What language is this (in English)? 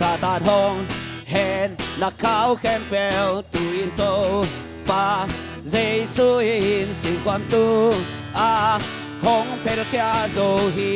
Tedim Chin